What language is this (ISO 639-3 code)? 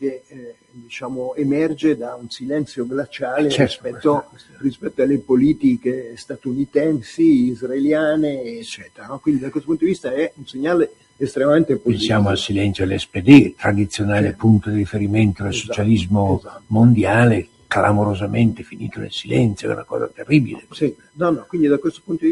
ita